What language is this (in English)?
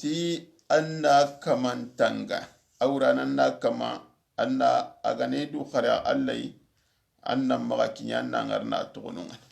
Soninke